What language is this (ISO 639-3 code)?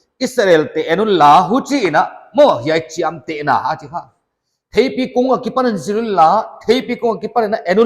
pck